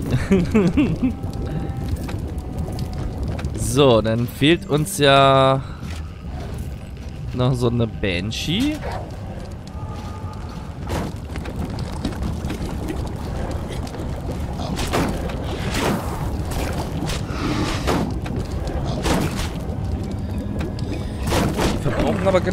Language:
German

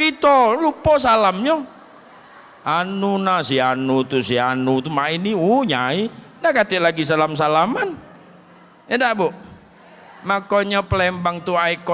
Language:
Musi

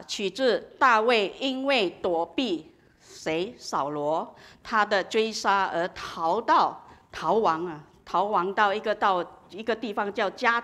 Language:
Chinese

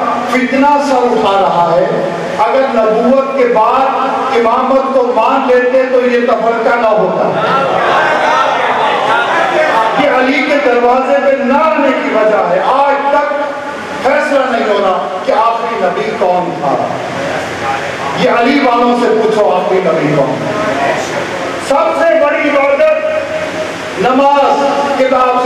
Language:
Urdu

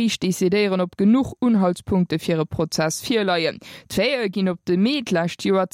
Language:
Luxembourgish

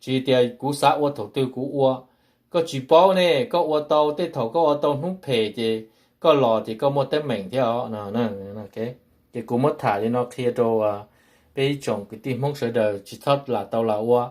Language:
Hmong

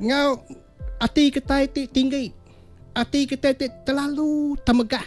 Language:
Iban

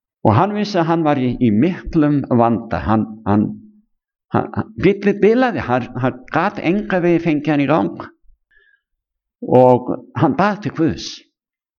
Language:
Icelandic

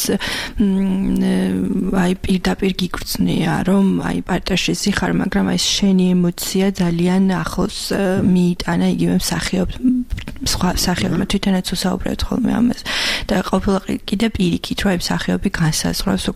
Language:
Georgian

